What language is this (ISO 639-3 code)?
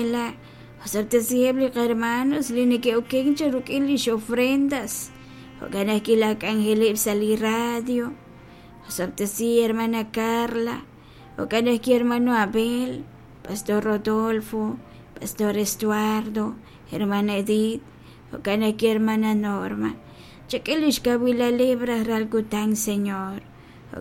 kek